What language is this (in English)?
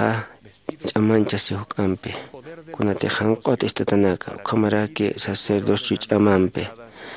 Aymara